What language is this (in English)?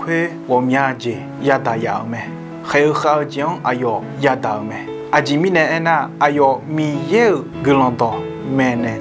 Akha